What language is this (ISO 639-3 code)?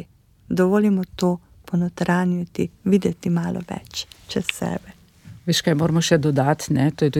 slv